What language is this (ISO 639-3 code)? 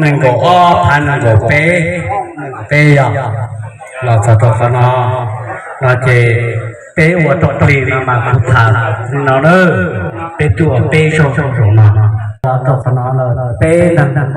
hmn